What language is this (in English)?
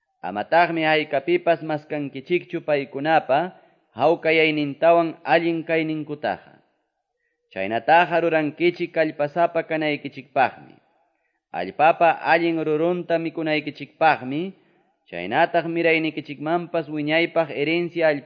Quechua